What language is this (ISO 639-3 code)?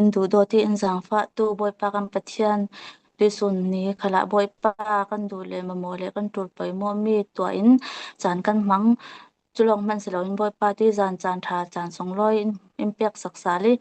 cfm